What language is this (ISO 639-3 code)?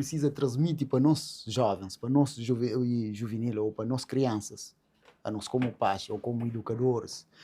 kea